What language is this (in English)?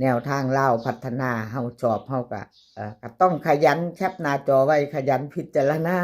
Northeastern Thai